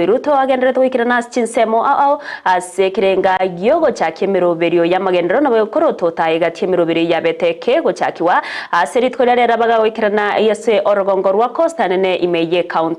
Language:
Gusii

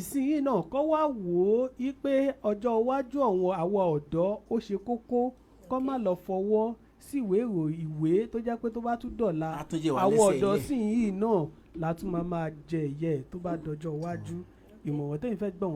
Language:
Yoruba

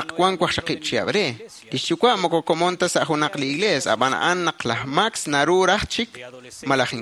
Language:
Kekchí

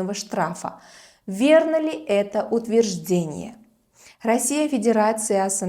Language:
Uzbek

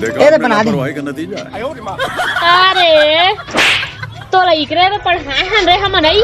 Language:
Chhattisgarhi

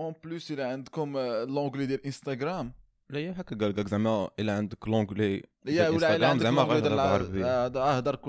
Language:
Moroccan Arabic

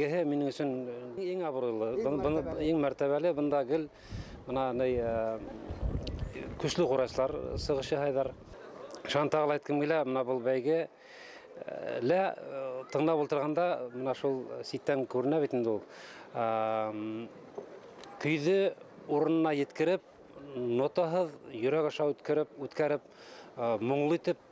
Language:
Bashkir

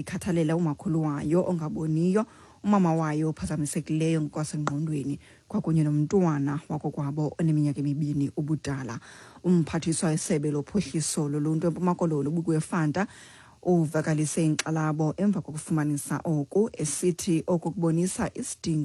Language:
Xhosa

